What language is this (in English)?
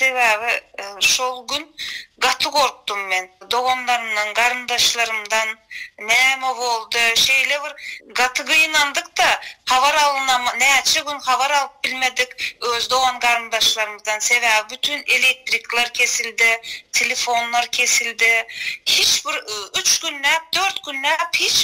Turkmen